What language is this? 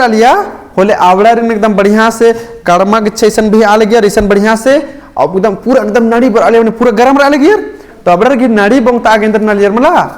Kurukh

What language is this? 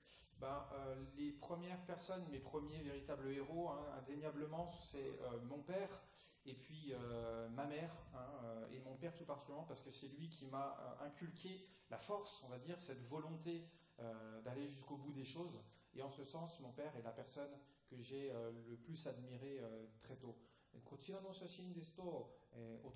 French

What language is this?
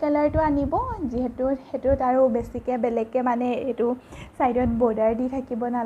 Assamese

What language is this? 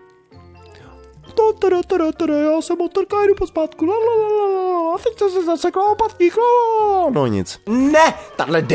Czech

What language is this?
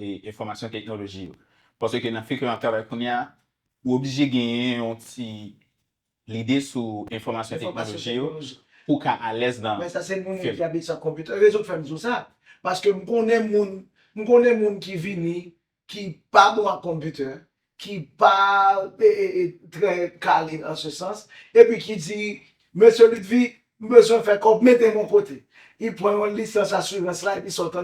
Haitian Creole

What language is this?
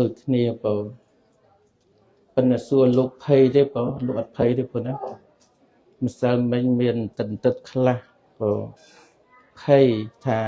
Khmer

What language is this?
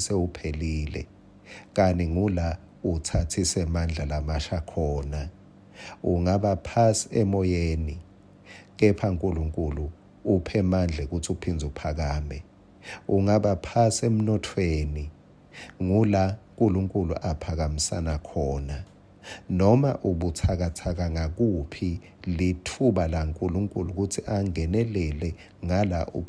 Swati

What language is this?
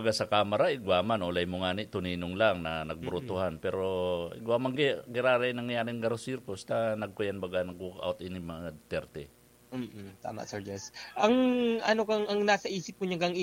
Bikol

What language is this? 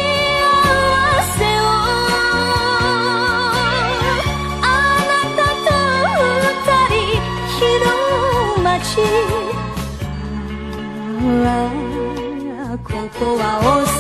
Japanese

